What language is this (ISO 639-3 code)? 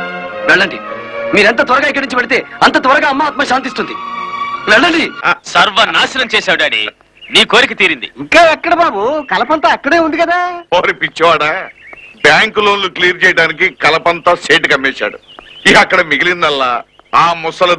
tel